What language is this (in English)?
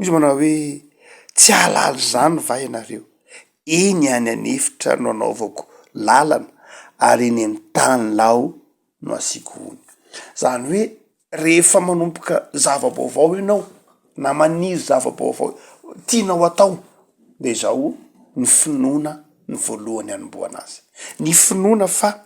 Malagasy